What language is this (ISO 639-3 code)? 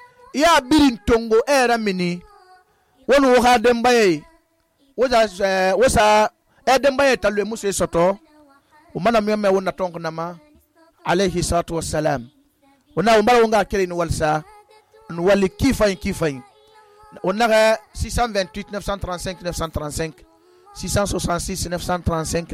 sus